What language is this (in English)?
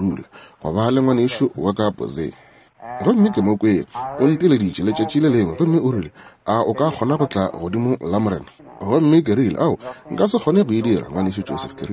Northern Sotho